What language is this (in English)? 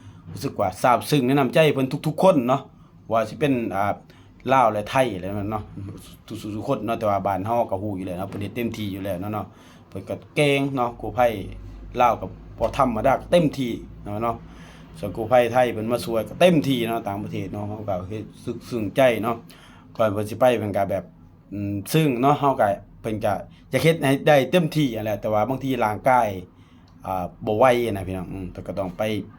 Lao